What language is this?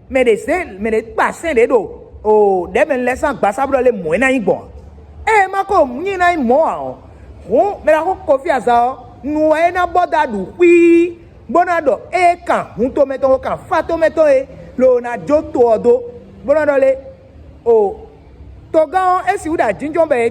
Fon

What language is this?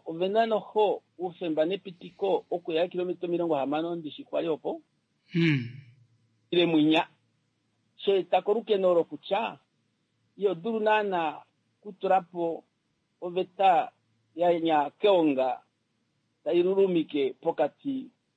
Kuanyama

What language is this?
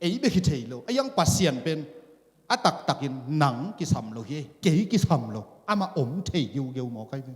Tedim Chin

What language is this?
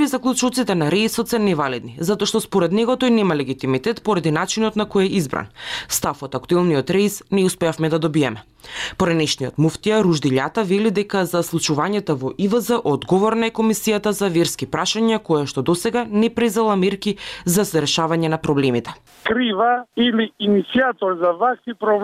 Macedonian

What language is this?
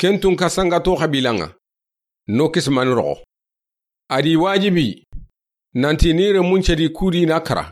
Soninke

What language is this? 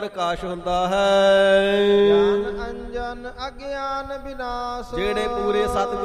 Punjabi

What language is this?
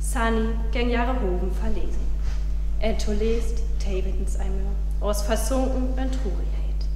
Northern Frisian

